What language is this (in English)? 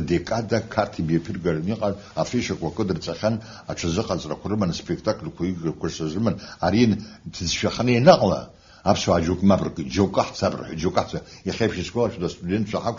Abkhazian